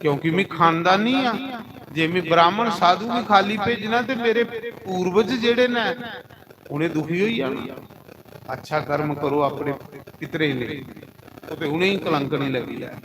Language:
Dogri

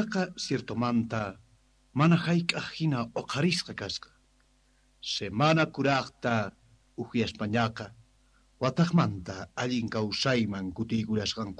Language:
South Bolivian Quechua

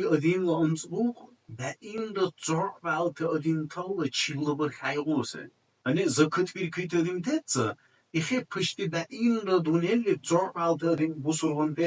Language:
Dargwa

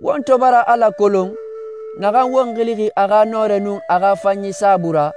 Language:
Susu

